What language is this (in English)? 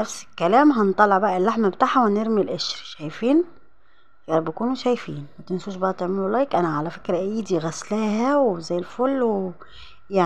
Egyptian Arabic